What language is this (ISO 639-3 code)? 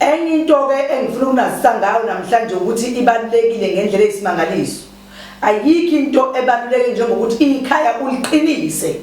zul